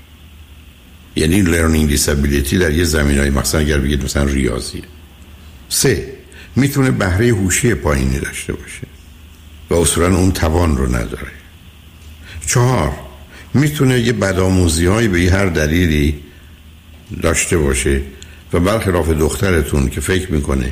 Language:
Persian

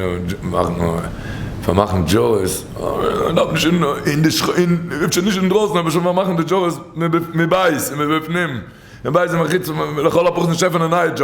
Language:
Yiddish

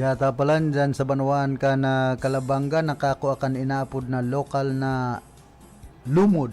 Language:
Bikol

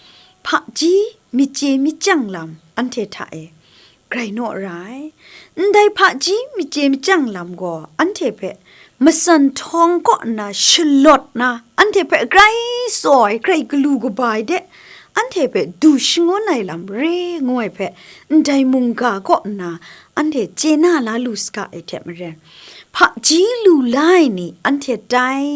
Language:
Kachin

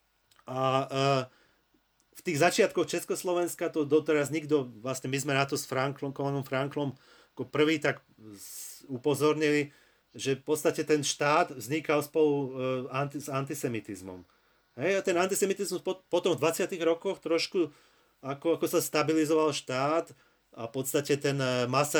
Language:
Slovak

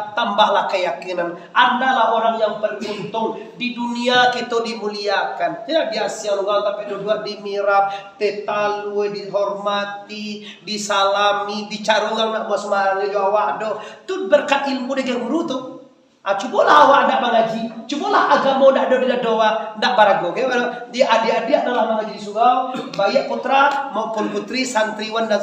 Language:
Minangkabau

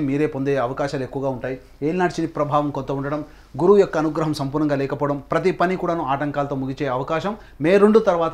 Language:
Telugu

